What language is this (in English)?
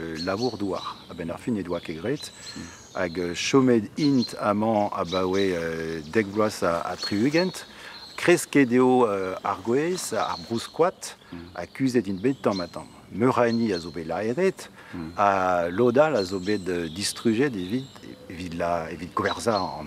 Breton